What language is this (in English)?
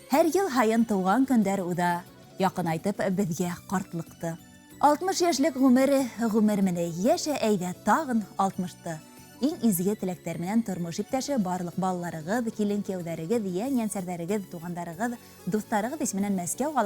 Bashkir